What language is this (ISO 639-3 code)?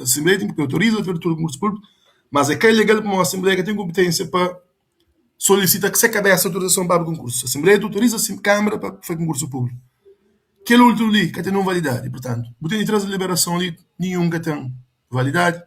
kea